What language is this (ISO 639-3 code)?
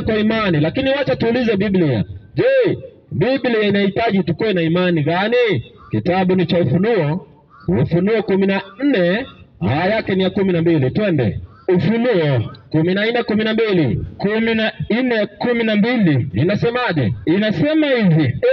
swa